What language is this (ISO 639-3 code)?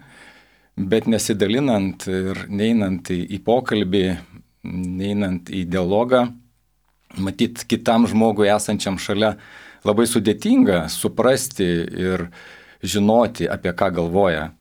lit